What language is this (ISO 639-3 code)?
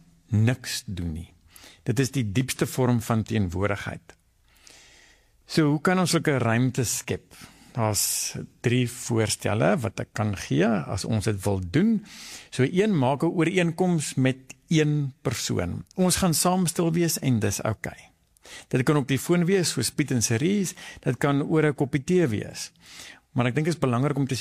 afr